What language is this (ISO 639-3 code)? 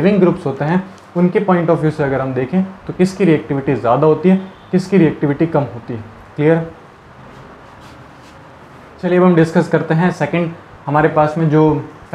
hin